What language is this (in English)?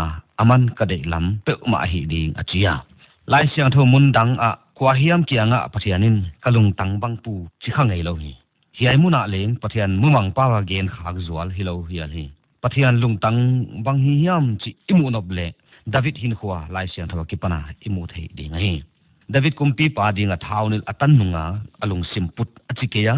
Paite Chin